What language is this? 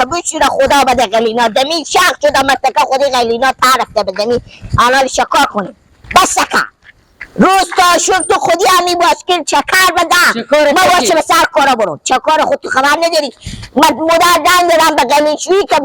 Persian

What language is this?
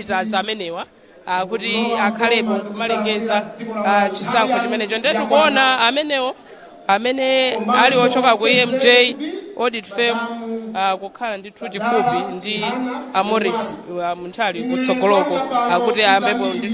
Nyanja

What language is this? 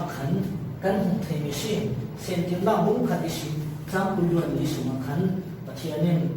Falam Chin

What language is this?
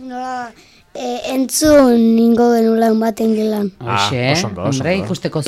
Basque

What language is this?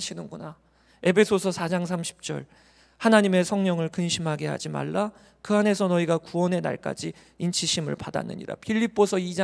Korean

